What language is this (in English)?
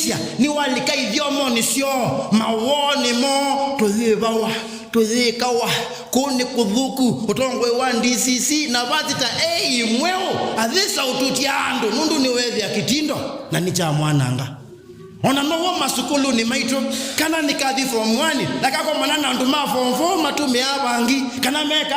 Kamba